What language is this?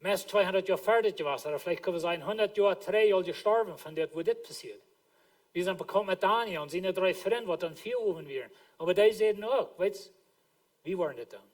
Plautdietsch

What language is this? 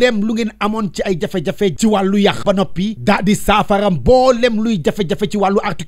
Wolof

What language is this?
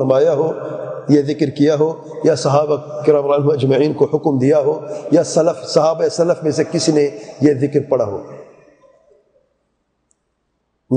Urdu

